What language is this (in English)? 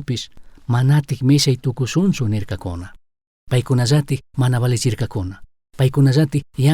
Chimborazo Highland Quichua